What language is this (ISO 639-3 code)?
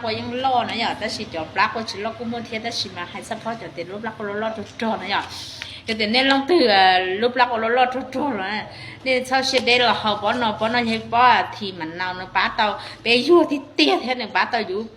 hmn